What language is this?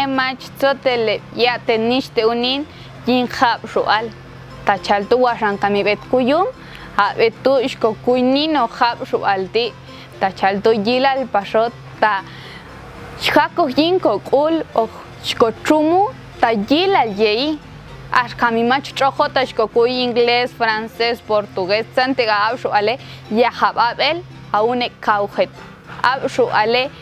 Popti'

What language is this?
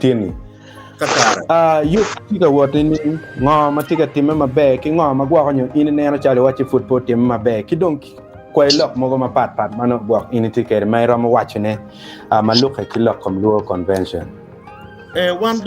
Acoli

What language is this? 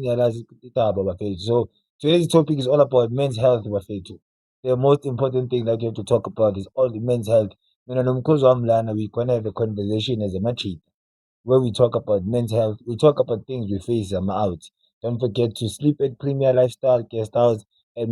Zulu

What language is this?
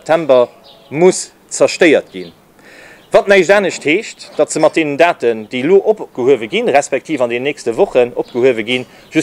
Luxembourgish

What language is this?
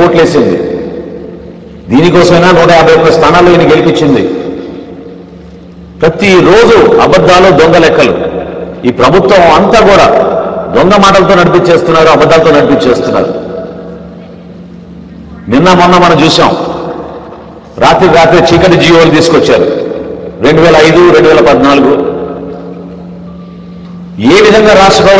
Telugu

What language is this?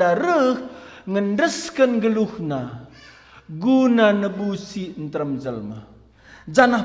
Batak Karo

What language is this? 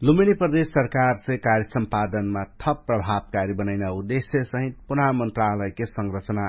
Dangaura Tharu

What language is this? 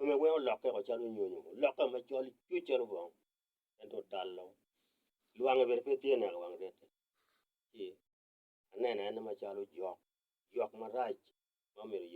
Acoli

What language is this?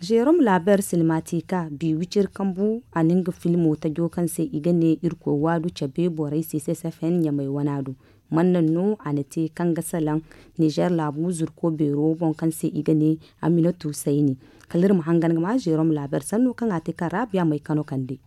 Zarma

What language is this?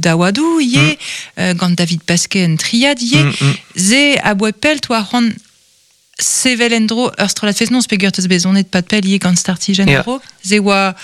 Breton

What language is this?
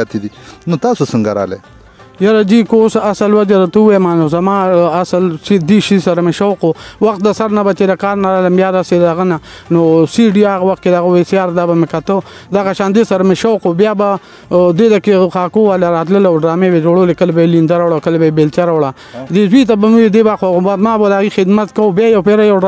Pashto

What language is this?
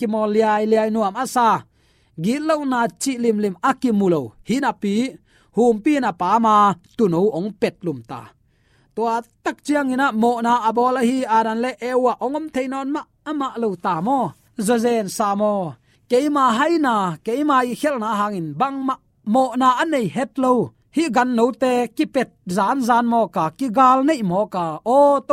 Tedim Chin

